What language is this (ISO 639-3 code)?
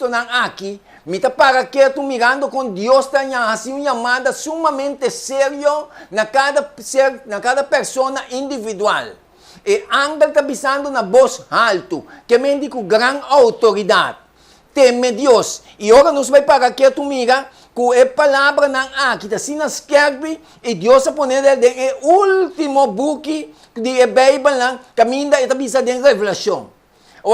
pap